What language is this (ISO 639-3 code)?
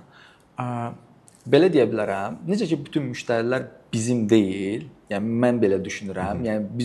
aze